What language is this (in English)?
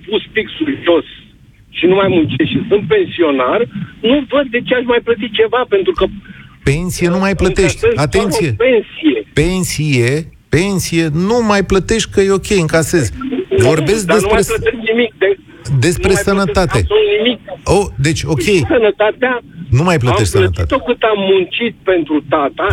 Romanian